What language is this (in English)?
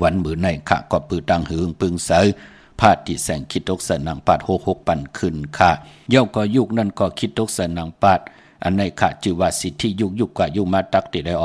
Shan